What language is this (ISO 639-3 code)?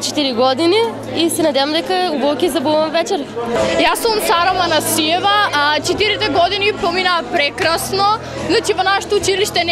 mkd